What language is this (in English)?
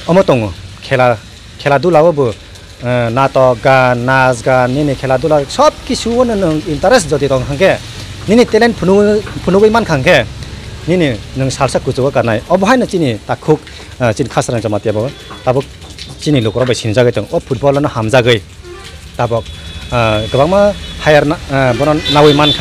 Kok Borok